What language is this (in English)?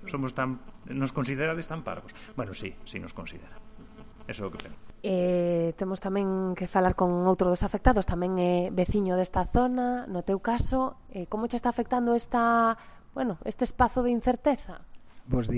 Galician